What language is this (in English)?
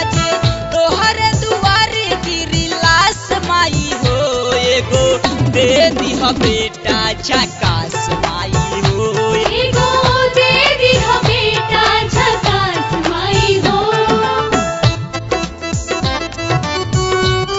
Bhojpuri